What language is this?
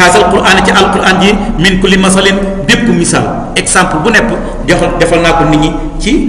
Wolof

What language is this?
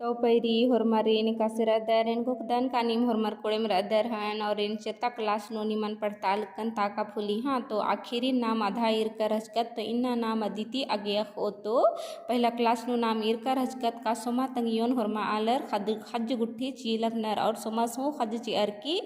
Kurukh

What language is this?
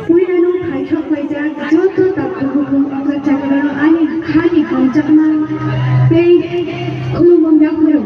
Kok Borok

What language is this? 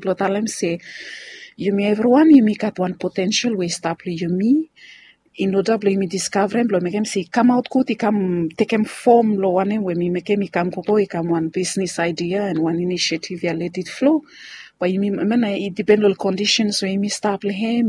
Bislama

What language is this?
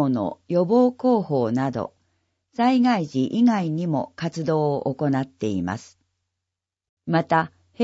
Japanese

